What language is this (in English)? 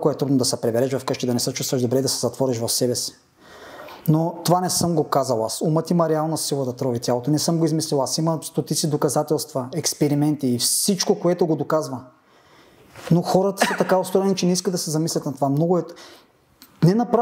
Bulgarian